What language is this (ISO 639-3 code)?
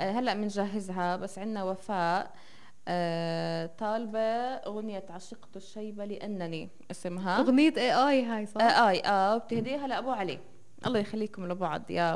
apc